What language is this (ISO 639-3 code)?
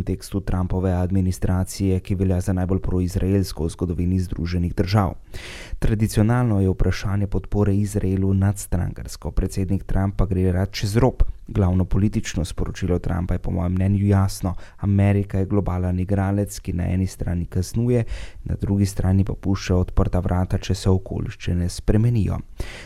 slv